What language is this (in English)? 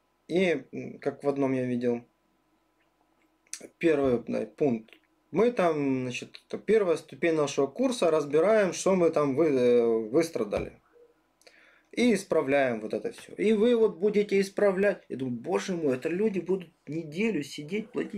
Russian